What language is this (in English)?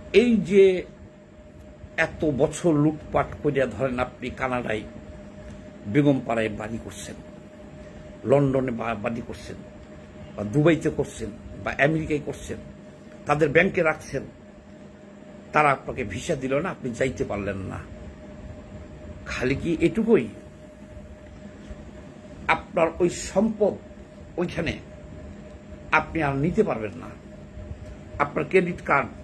Bangla